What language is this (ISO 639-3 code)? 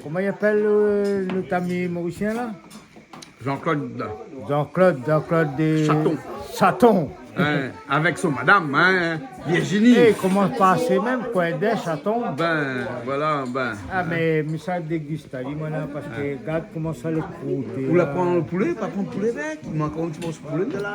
rcf